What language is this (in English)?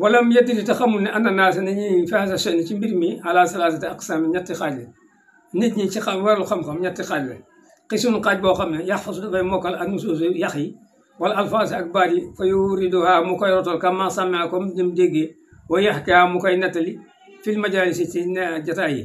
Wolof